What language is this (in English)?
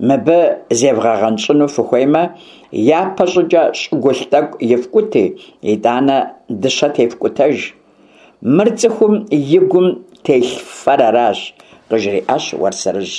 Kabardian